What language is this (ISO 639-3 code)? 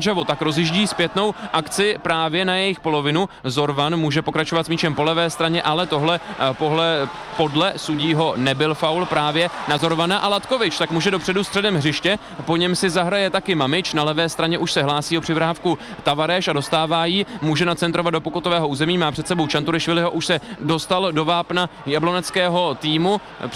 ces